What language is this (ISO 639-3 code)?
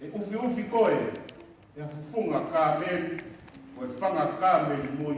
ton